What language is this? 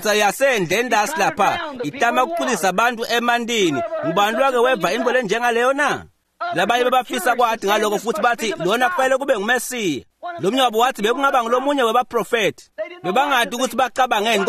Swati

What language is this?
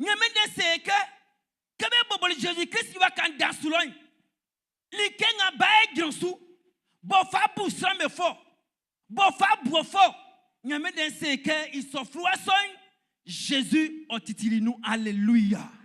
Baoulé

